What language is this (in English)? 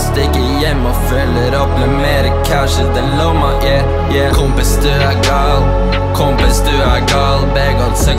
Norwegian